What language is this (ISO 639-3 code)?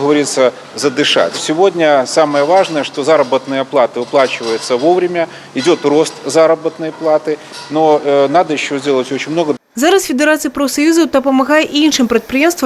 bel